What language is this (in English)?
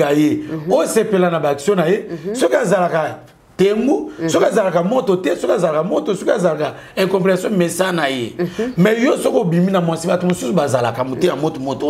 Lingala